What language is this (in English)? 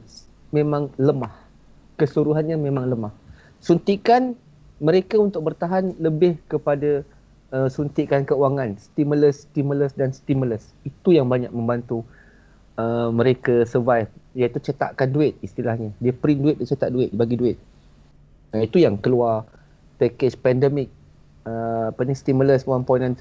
Malay